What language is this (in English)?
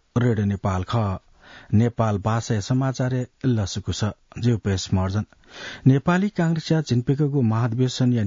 Newari